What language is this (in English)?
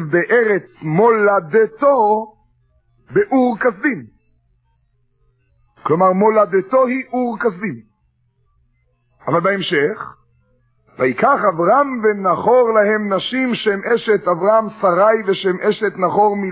Hebrew